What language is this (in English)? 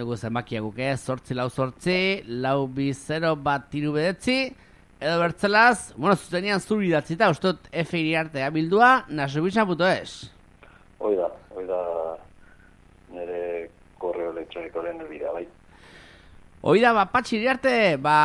Basque